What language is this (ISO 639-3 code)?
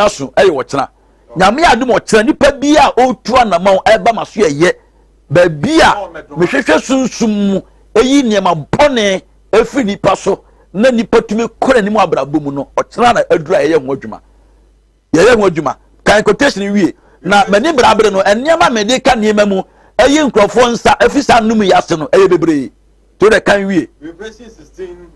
aka